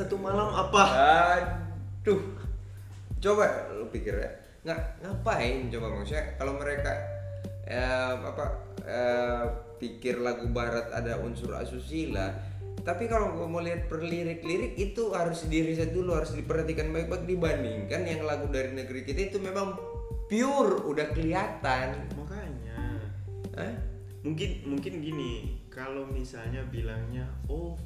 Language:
Indonesian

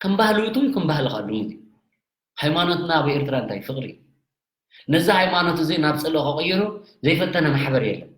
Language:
Tigrinya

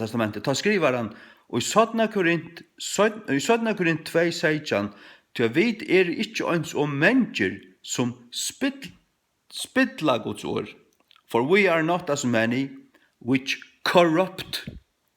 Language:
Faroese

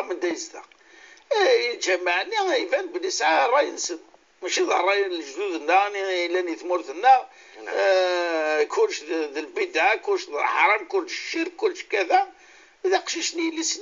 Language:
Moroccan Arabic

